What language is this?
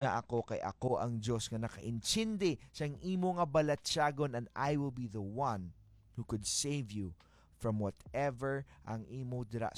Hiligaynon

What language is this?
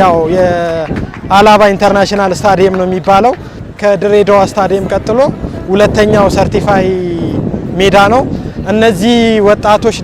Amharic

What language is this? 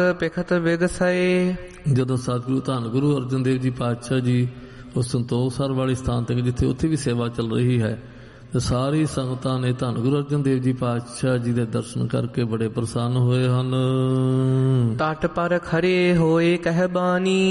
Punjabi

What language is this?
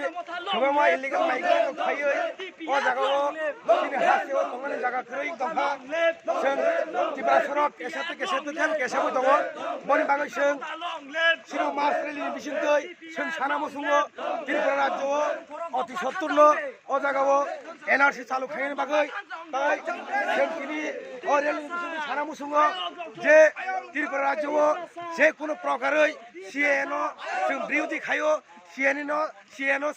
Kok Borok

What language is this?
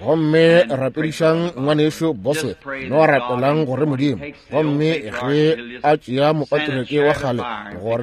Northern Sotho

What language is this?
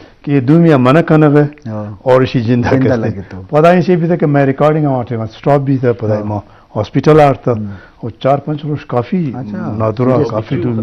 Eastern Balochi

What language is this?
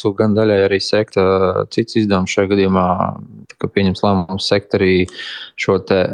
Latvian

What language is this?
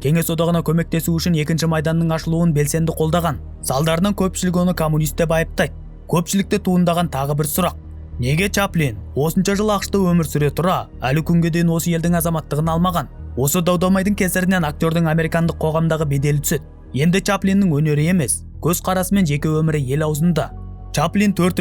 Kazakh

